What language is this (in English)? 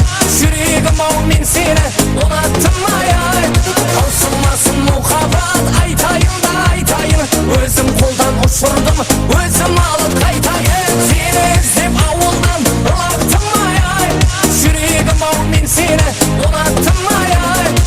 Kara-Kalpak